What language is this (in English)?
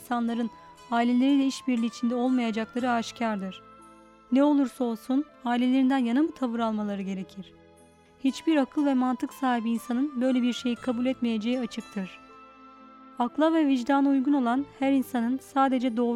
Turkish